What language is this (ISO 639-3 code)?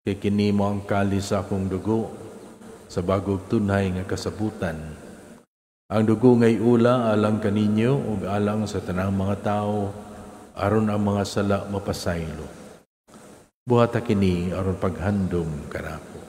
ceb